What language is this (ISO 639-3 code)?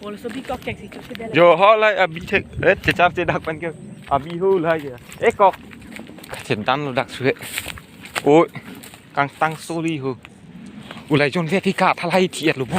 mjw